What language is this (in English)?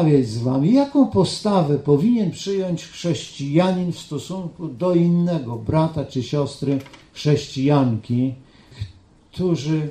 Polish